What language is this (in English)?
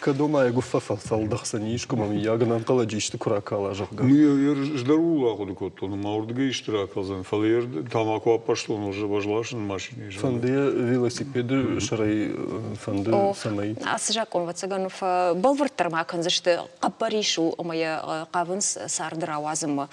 Ossetic